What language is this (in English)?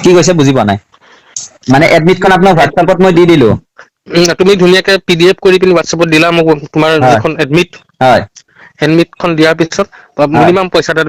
Assamese